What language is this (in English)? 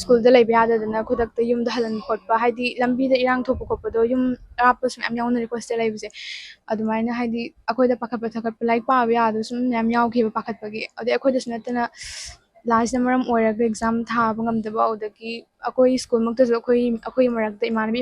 Manipuri